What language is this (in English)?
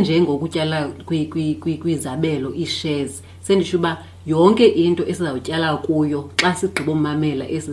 Xhosa